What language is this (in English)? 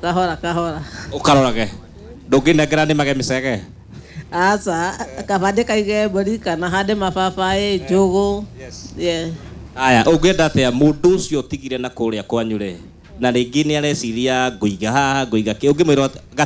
Kikuyu